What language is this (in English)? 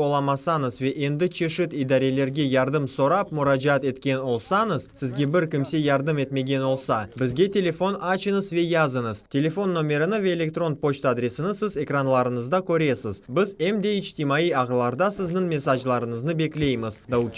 Crimean Tatar